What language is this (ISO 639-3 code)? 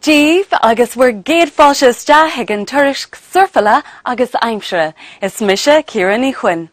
gle